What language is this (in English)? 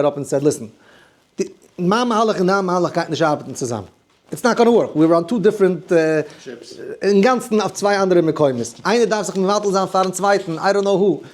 Yiddish